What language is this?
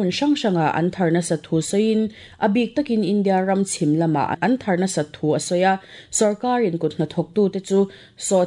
Mizo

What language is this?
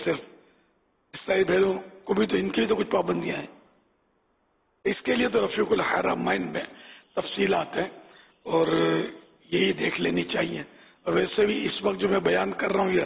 Urdu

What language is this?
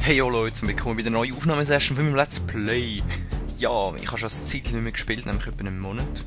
Swiss German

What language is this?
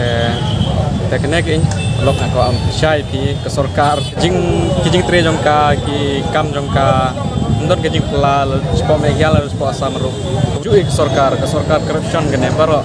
Khasi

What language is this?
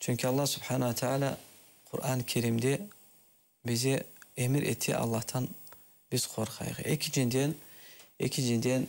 Crimean Tatar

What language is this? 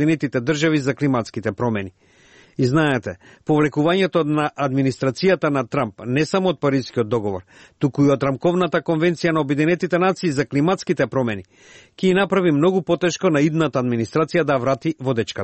Macedonian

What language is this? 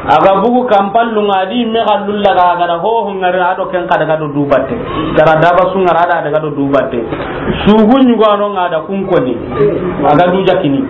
Soninke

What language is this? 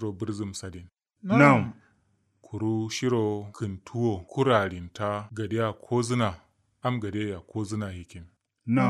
Kanuri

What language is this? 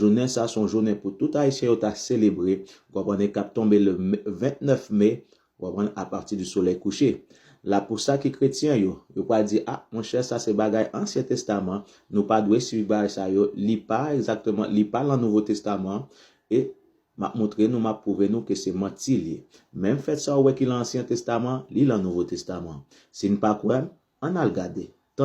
Haitian Creole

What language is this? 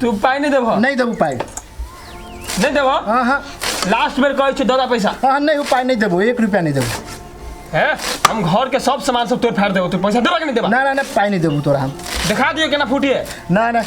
Maithili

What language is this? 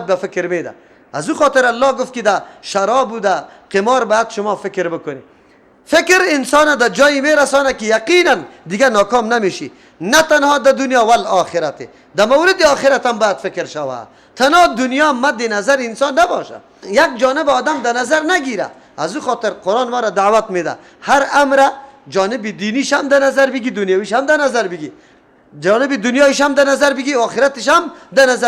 Persian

